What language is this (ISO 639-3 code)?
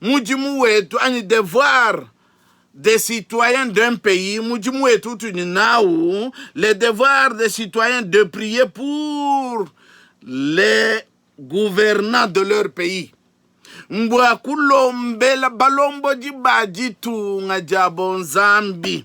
lua